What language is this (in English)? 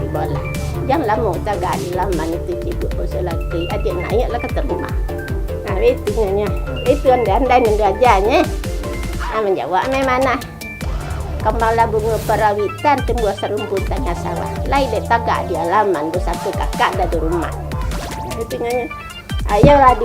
Minangkabau